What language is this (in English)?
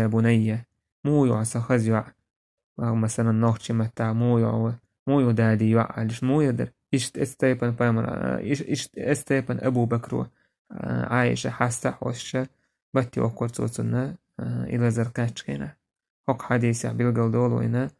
Chechen